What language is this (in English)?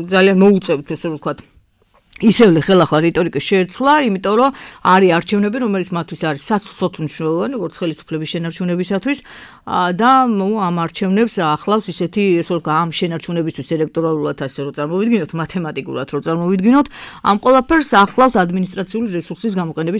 Georgian